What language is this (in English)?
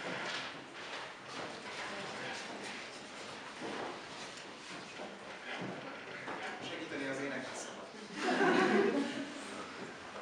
Hungarian